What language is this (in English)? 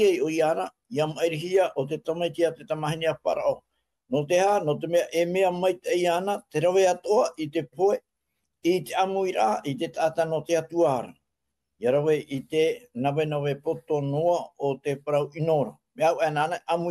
Tahitian